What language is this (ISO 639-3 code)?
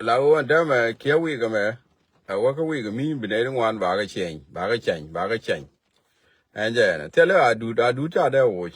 nus